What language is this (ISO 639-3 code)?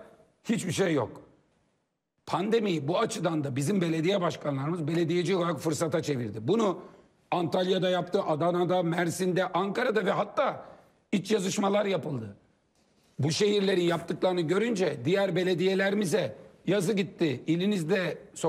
tur